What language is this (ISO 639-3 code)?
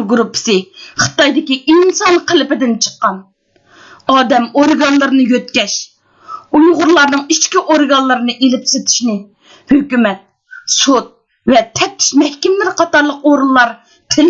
uig